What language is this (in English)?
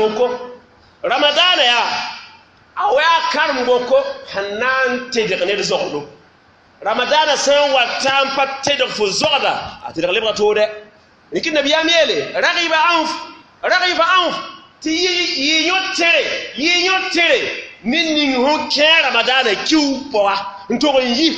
Mossi